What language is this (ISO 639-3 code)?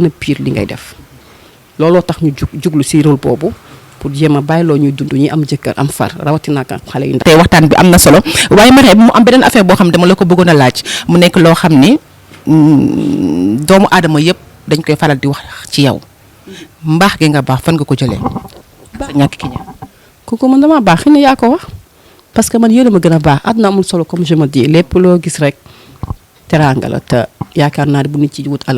wol